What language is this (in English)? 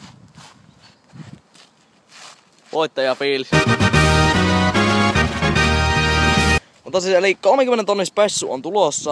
Finnish